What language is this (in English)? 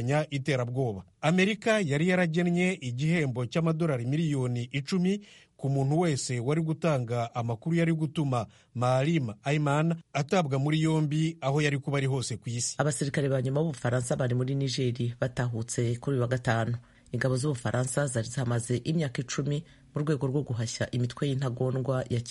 Kinyarwanda